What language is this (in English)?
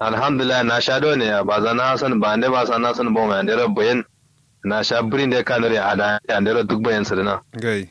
Kanuri